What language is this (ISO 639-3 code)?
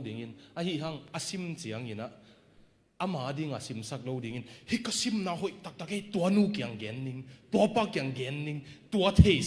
ctd